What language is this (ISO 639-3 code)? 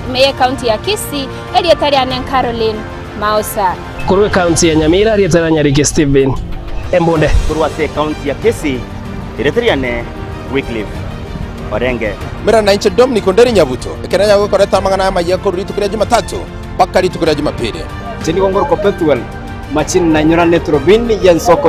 guz